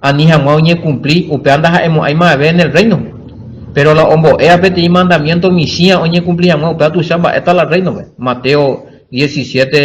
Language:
Guarani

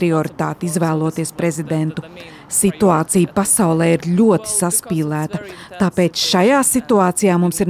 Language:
Latvian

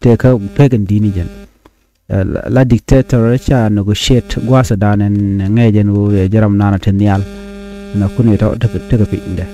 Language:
Nuer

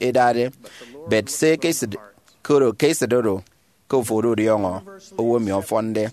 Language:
Efik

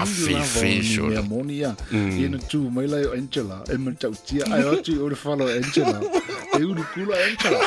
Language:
Samoan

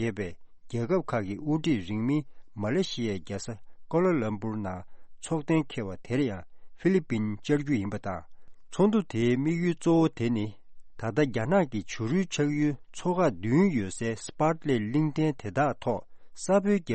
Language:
Tibetan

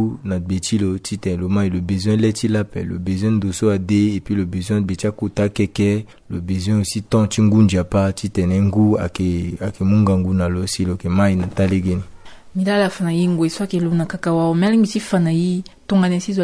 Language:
Sango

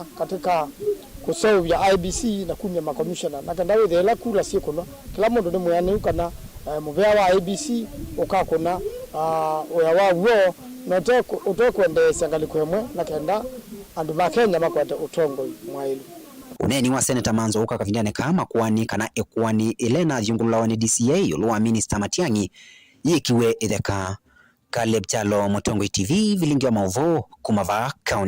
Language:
Kamba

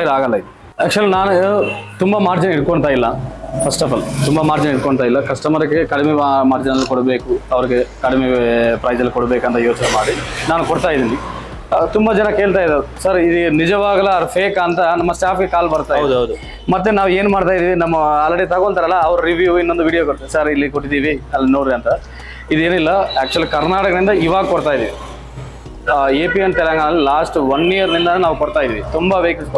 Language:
Kannada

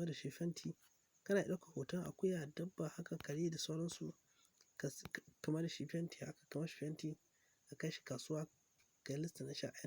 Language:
Hausa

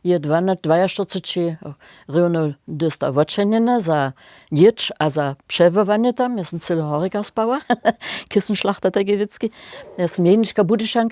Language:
Upper Sorbian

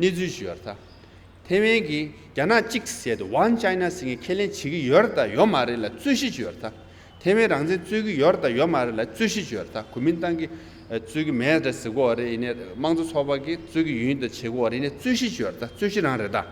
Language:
Tibetan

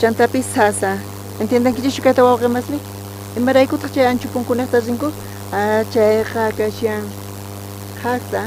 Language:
South Bolivian Quechua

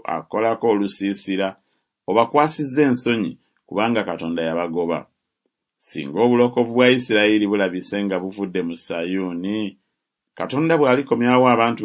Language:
Ganda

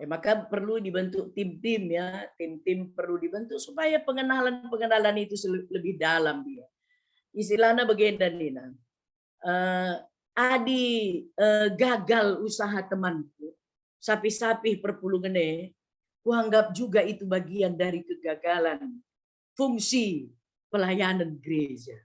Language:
Batak Karo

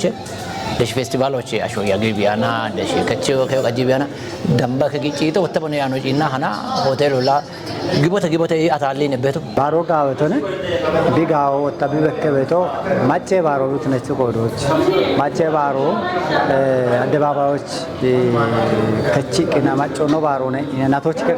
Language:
Kafa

